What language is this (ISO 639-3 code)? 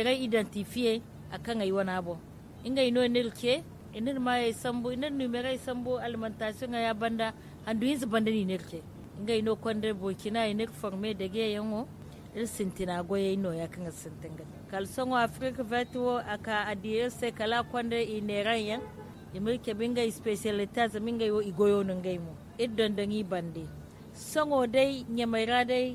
dje